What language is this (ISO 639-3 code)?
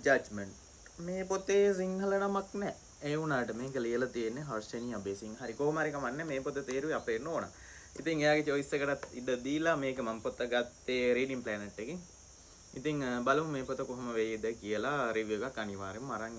sin